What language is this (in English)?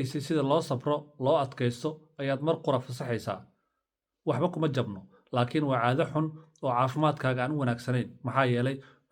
Somali